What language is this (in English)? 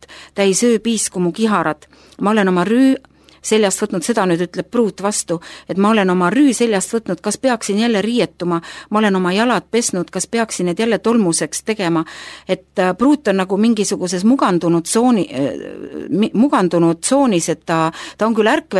Estonian